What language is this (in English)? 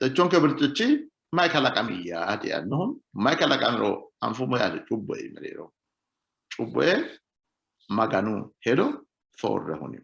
Sidamo